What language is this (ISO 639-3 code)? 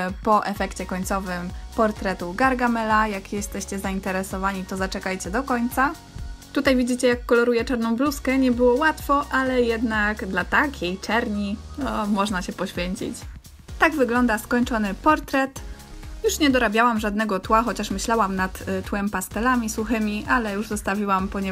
pol